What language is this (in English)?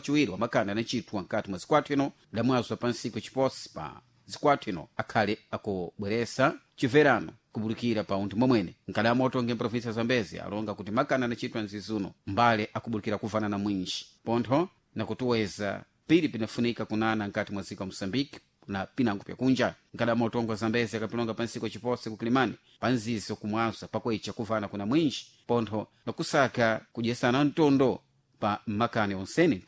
Sena